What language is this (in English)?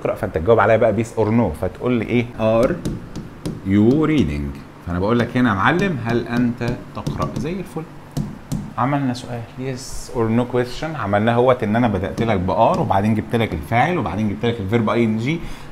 Egyptian Arabic